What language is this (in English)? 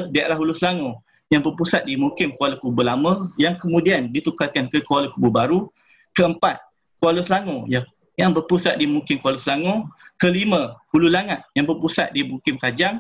Malay